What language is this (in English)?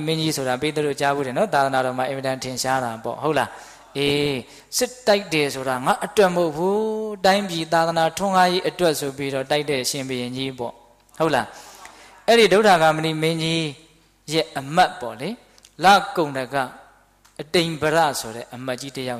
Burmese